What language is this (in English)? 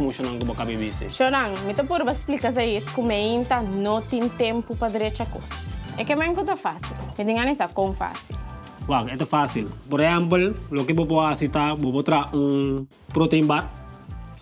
Papiamento